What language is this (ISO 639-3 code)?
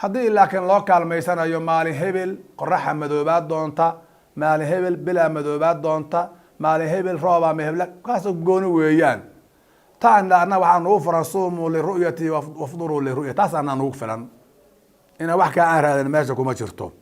som